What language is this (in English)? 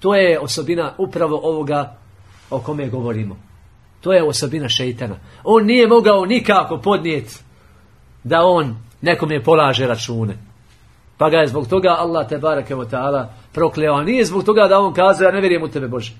Bosnian